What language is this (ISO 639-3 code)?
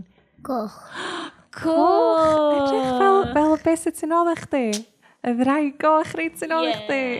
cym